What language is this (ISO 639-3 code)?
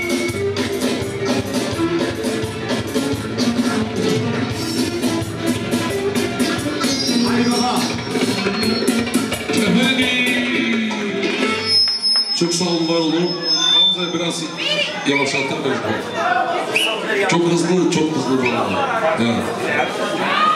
tur